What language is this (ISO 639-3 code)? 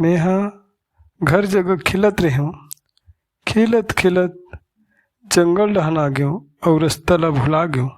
hne